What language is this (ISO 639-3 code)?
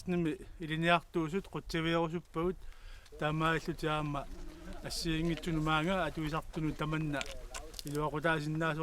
kal